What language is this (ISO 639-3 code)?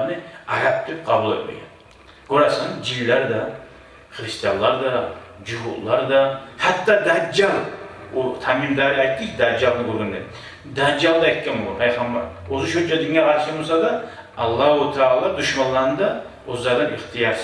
kum